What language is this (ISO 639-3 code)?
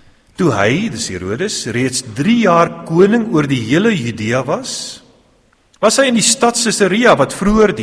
afr